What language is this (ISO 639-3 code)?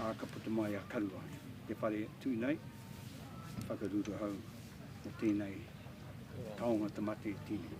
mri